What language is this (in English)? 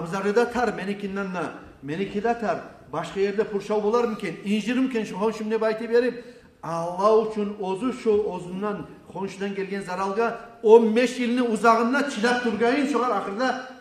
Kumyk